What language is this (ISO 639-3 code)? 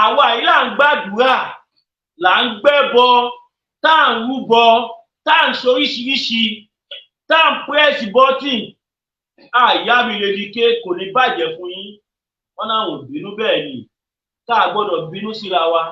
yor